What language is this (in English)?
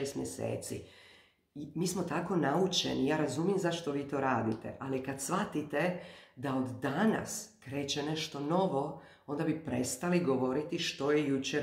Croatian